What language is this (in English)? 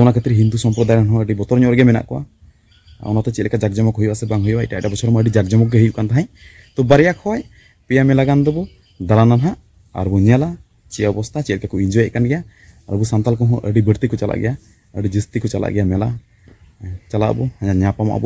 Santali